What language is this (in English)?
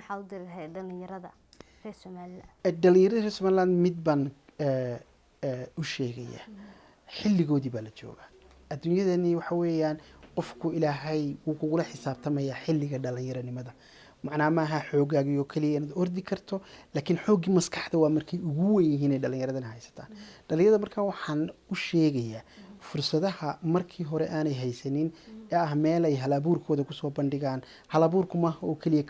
Somali